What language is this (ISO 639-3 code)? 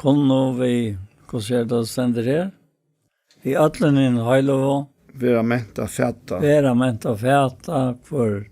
fao